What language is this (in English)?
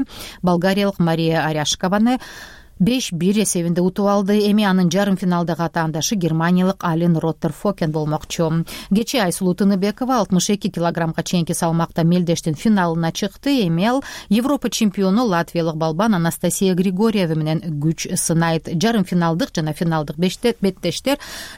Kyrgyz